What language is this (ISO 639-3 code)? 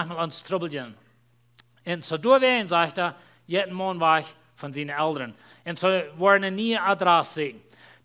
pdt